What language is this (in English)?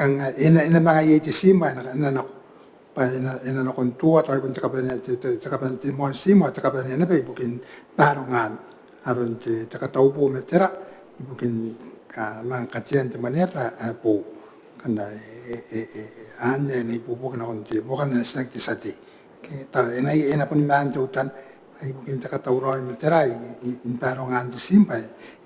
Gilbertese